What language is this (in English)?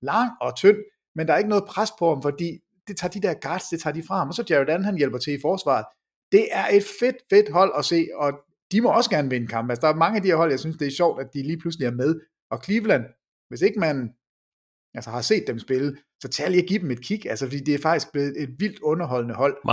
Danish